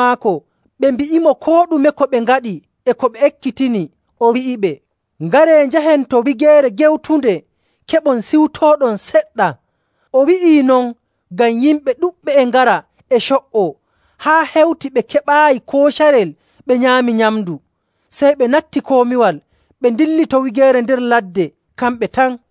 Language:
Nigerian Fulfulde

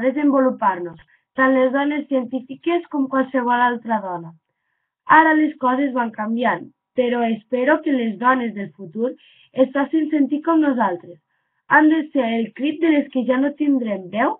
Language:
Catalan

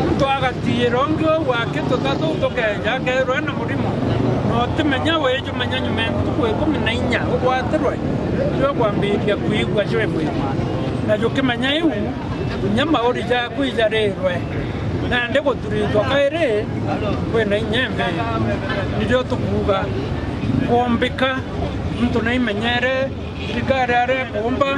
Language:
Meru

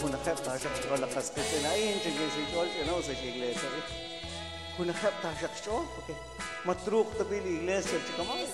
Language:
Kekchí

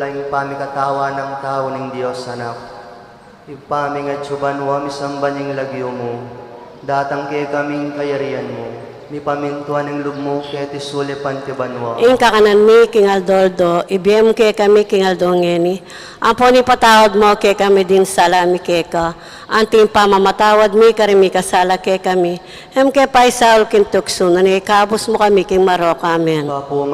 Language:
Pampanga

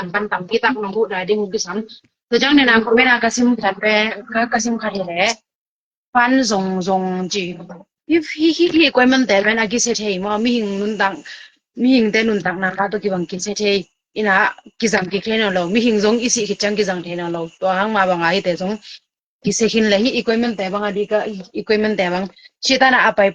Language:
Tedim Chin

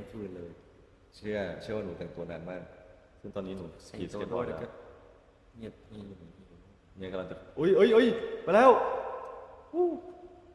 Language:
Thai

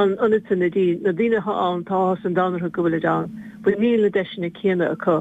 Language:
Irish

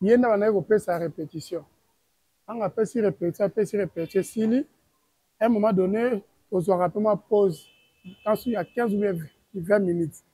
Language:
Lingala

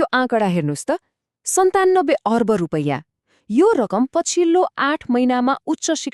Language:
Nepali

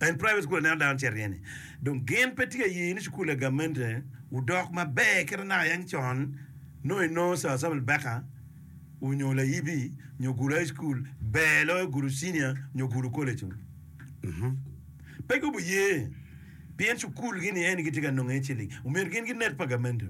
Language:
Acoli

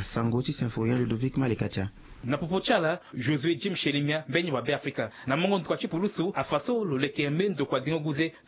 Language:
Sango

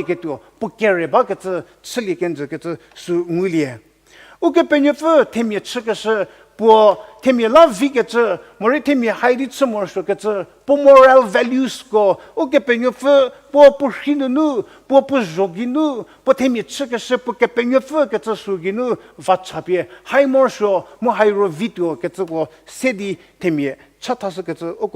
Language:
Angami Naga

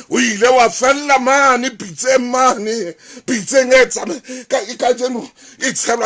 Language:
Southern Sotho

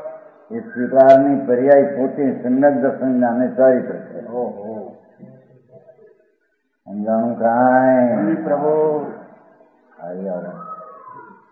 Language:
Gujarati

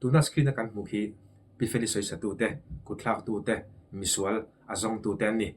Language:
Mizo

